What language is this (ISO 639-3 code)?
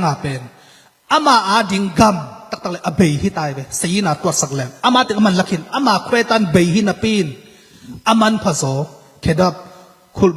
ctd